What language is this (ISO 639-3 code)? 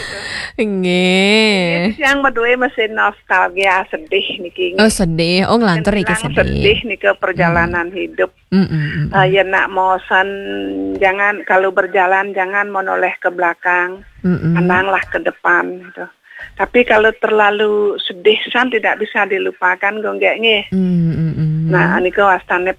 ban